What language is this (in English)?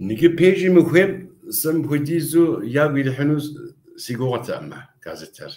Kabardian